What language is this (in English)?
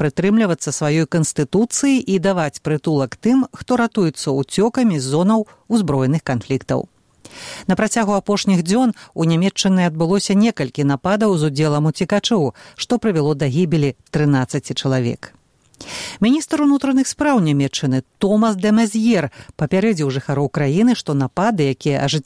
Belarusian